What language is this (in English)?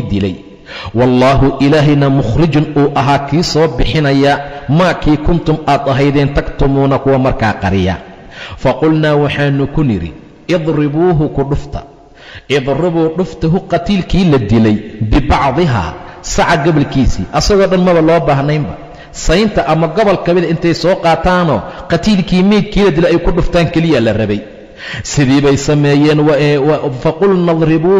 Somali